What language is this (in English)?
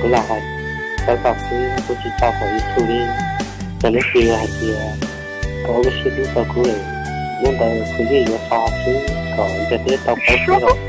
Hmong